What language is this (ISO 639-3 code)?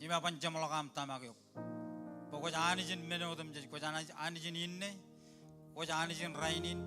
mah